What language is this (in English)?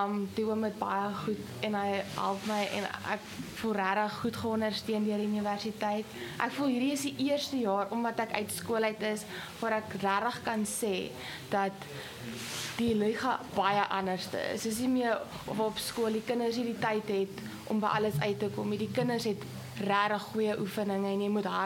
Afrikaans